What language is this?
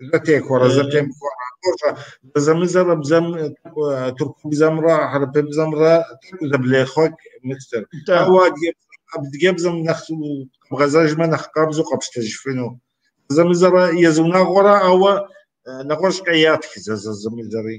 Kabardian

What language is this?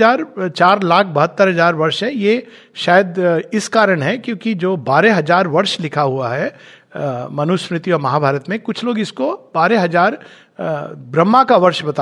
Hindi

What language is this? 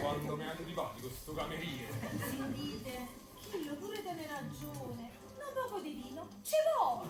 Neapolitan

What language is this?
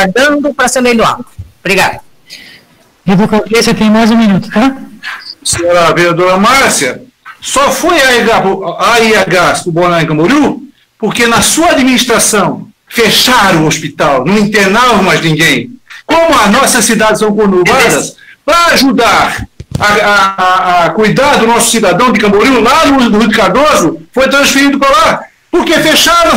Portuguese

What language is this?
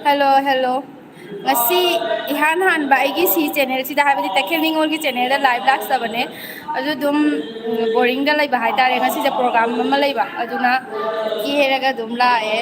Manipuri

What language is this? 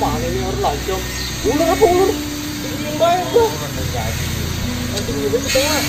Betawi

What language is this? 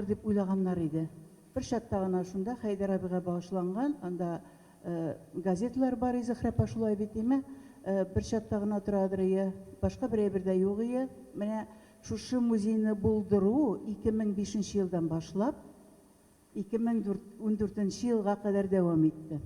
Tatar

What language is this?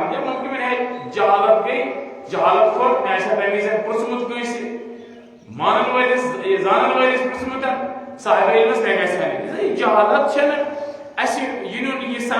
Kashmiri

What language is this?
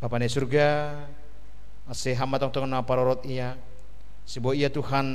Batak Simalungun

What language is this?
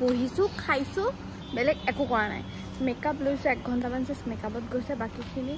Assamese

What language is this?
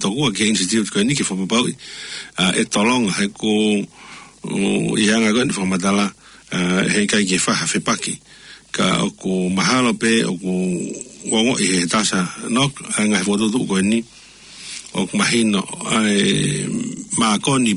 Tongan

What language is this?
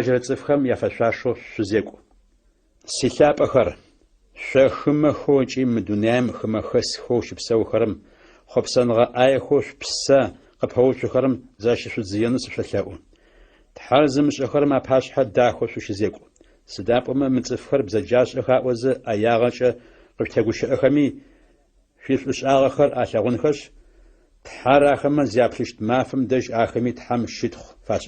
Adyghe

